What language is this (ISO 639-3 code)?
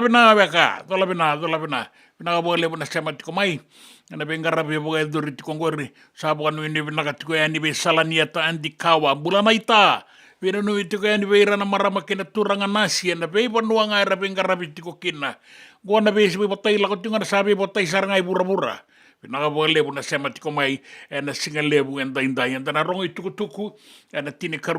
fij